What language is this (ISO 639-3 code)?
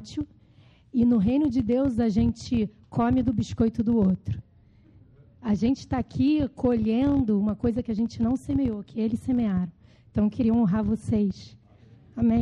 por